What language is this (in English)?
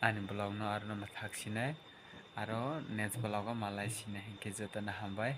Kok Borok